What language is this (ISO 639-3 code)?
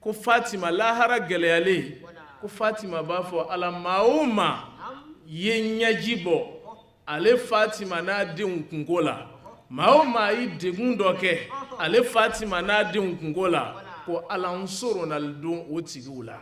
bam